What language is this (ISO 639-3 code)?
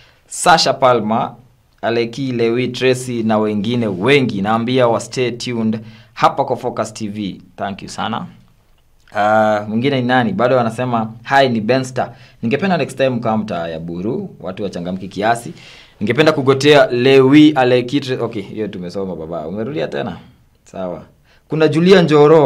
swa